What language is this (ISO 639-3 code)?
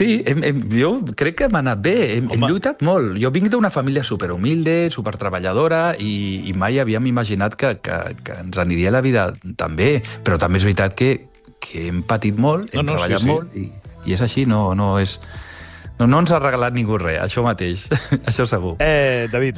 cat